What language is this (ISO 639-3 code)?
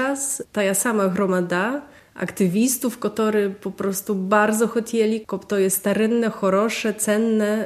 bel